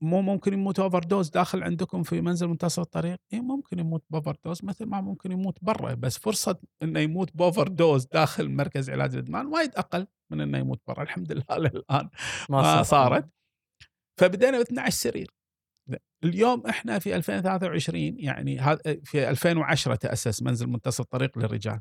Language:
Gulf Arabic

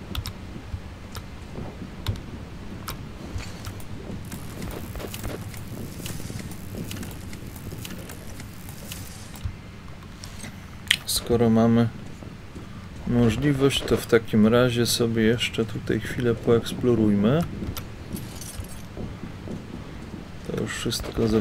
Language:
Polish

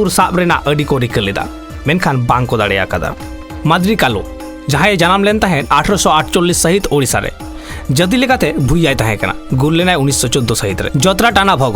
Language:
Santali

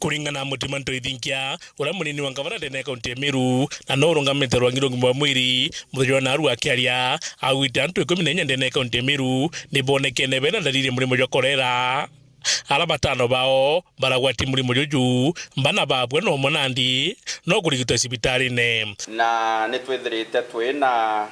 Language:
Meru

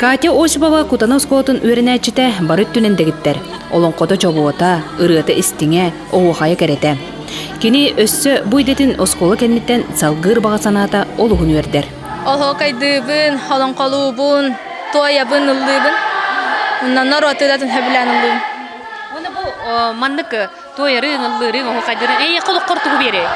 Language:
Yakut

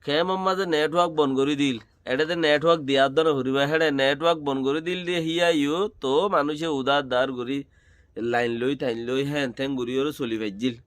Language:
Rohingya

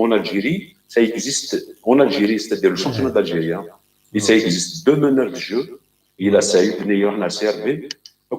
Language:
Kabyle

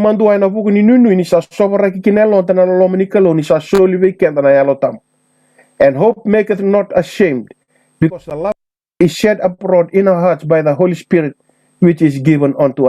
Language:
Fijian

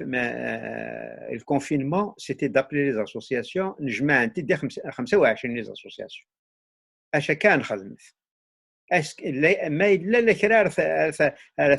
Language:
Kabyle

